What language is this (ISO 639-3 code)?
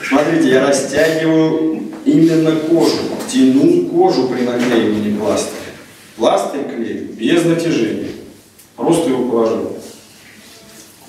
rus